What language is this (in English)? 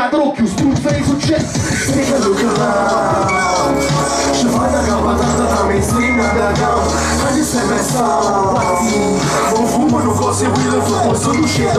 Italian